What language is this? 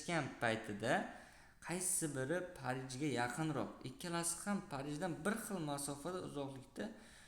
Uzbek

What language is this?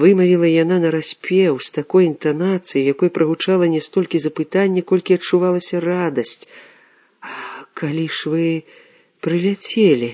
Belarusian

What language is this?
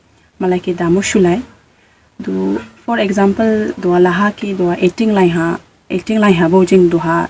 Dimasa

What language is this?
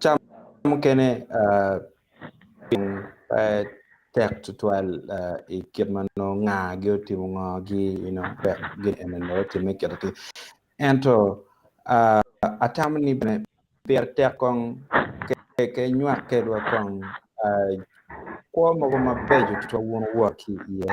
Acoli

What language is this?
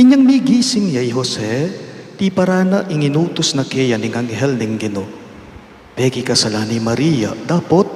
Pampanga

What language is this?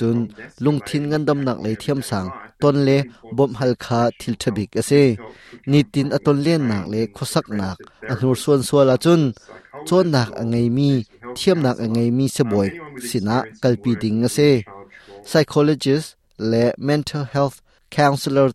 Hakha Chin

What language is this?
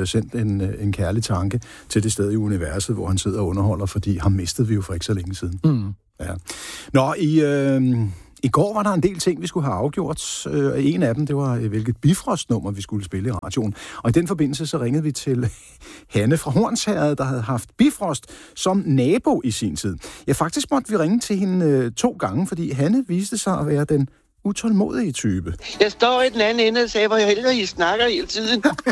Danish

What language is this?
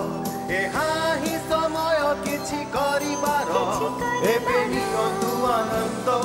Odia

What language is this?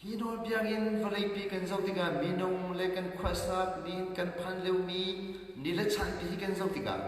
Hakha Chin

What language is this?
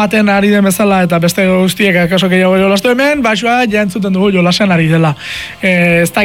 Basque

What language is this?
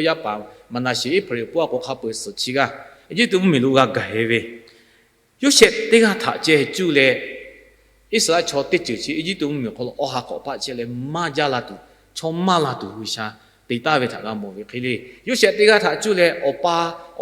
Lahu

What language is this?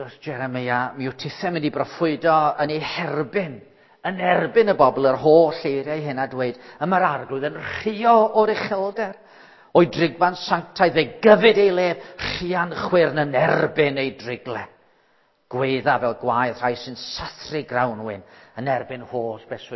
Welsh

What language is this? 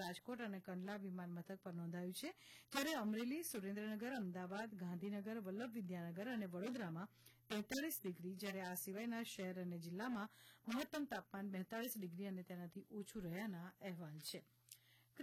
Gujarati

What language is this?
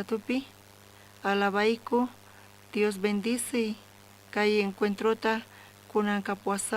South Bolivian Quechua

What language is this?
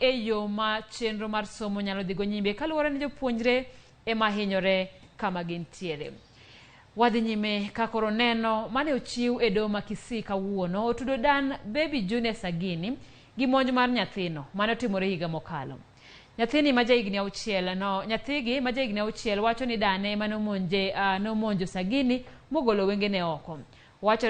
Luo (Kenya and Tanzania)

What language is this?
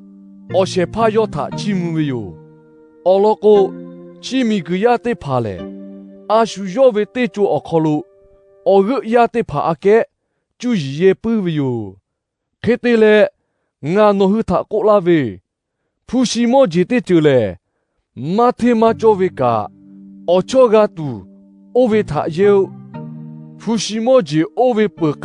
Lahu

